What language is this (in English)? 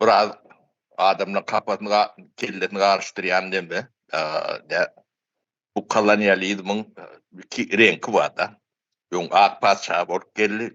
Turkmen